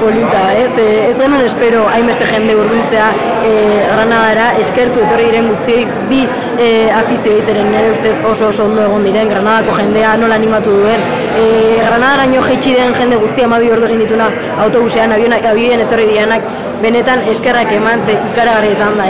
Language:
Basque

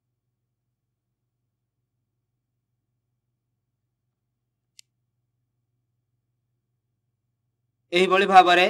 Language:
Odia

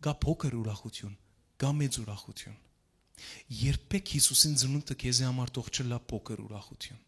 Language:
Western Armenian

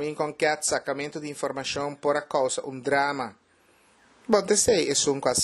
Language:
Papiamento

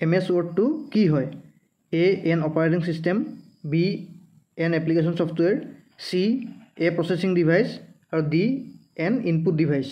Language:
Assamese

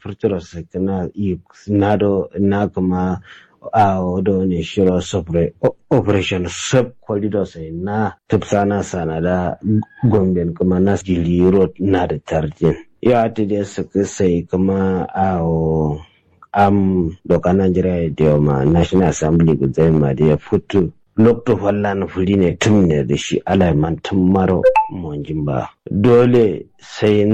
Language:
Kanuri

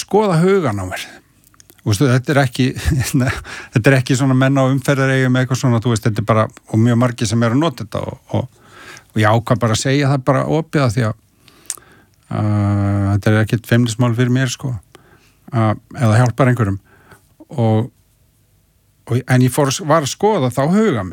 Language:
Icelandic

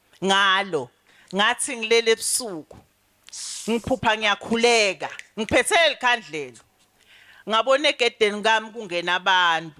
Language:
Zulu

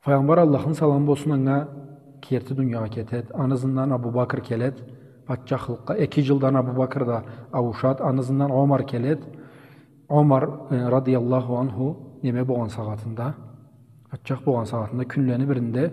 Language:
Karachay-Balkar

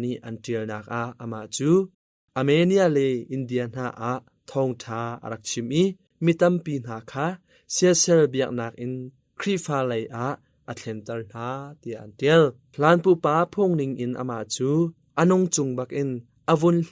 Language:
Hakha Chin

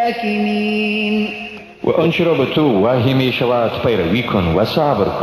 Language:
Persian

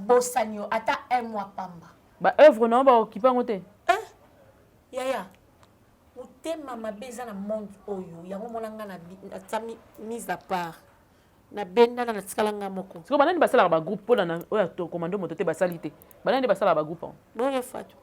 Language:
Lingala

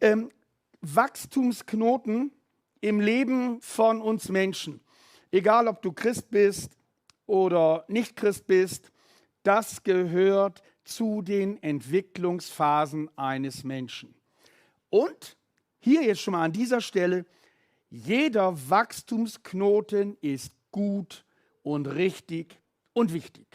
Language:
Swiss German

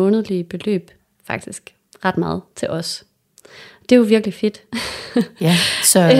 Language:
Danish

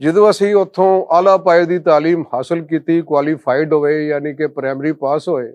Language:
Western Panjabi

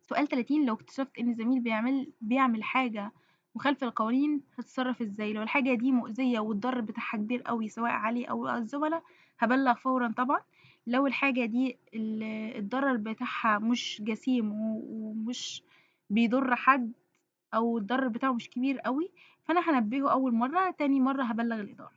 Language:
Egyptian Arabic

